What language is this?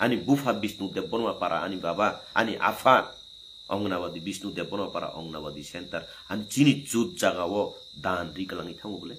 Kok Borok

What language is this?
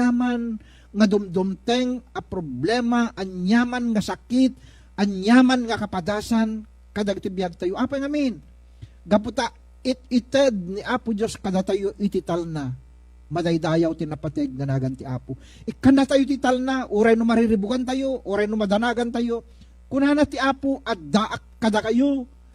Iloko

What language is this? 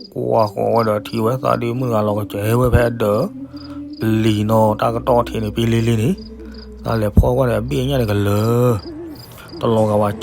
S'gaw Karen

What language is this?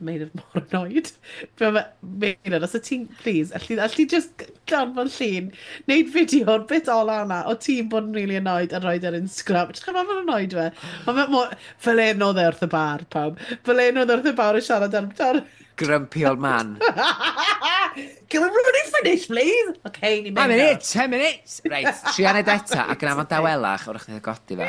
Welsh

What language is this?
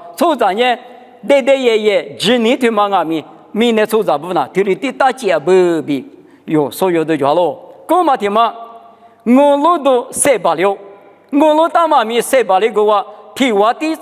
Lisu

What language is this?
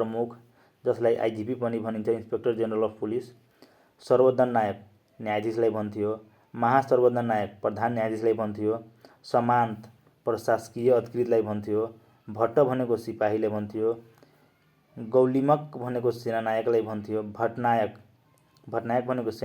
Nepali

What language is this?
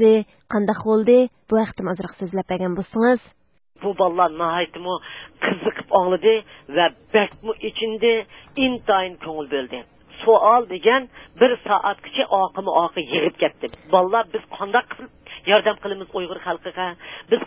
Uyghur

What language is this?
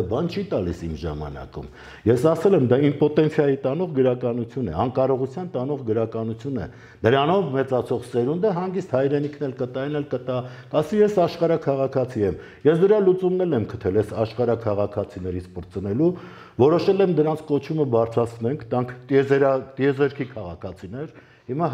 Armenian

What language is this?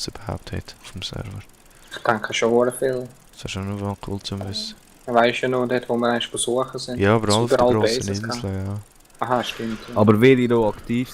Swiss German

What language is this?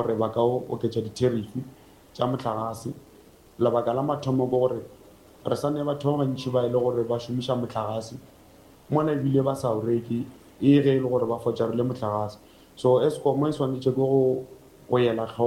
Northern Sotho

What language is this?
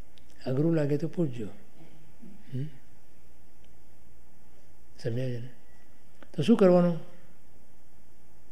Gujarati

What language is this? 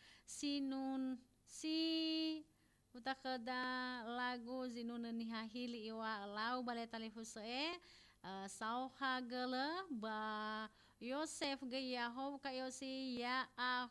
Nias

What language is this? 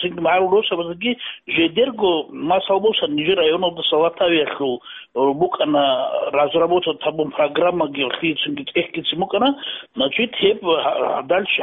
Avaric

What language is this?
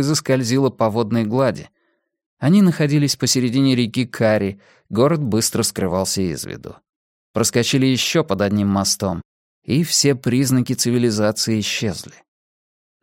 Russian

